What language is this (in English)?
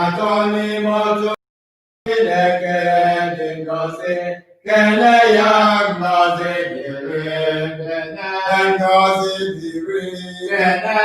Igbo